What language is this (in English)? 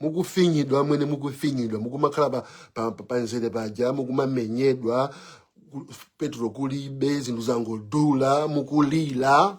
Nyanja